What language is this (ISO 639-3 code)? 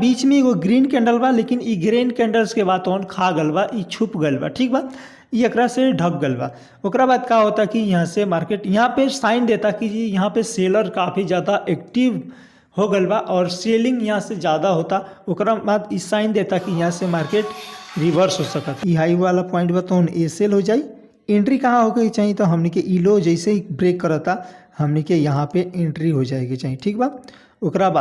bho